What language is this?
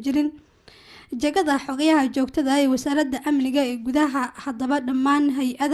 Somali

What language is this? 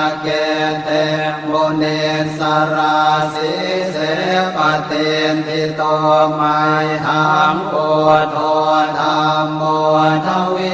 Pali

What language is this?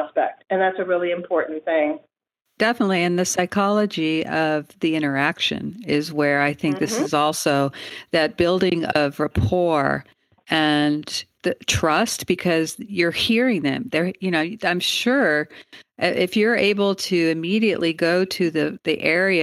English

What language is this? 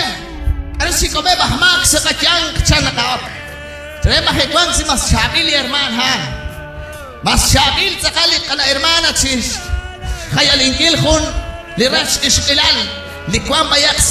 Kekchí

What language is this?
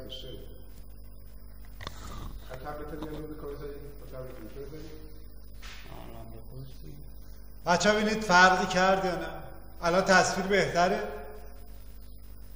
Persian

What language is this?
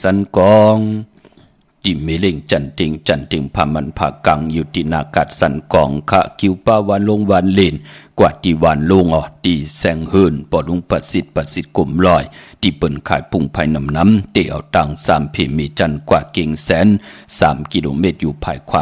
Shan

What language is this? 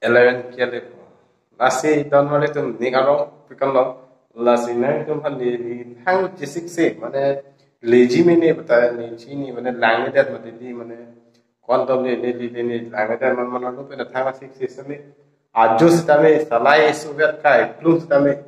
Karbi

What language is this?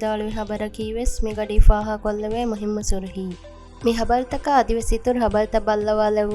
Divehi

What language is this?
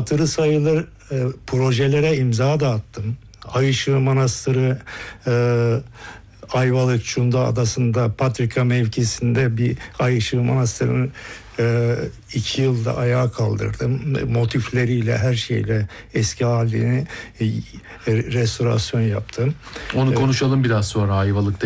Turkish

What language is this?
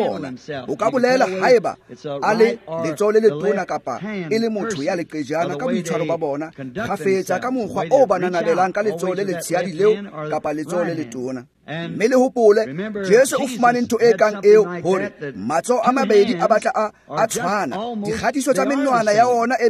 Tswana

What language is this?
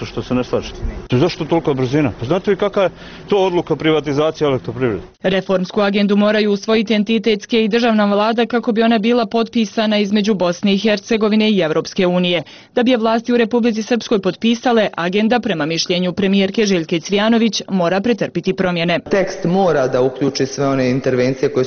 Bosnian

